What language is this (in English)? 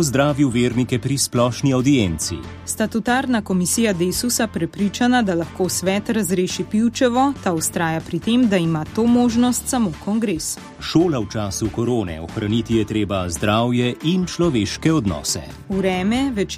Slovenian